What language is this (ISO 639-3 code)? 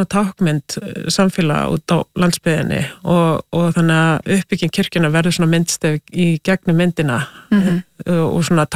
isl